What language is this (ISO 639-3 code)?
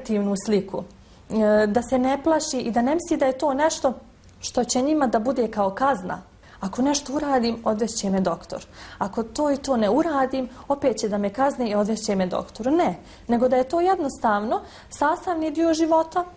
bos